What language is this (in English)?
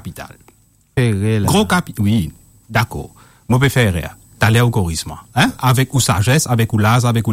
Morisyen